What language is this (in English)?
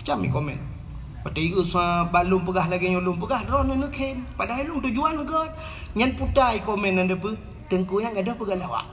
Achinese